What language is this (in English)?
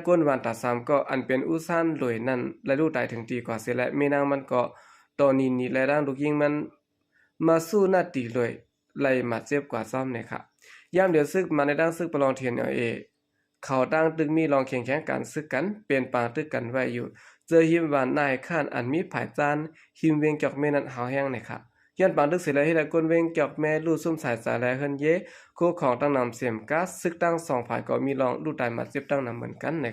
Shan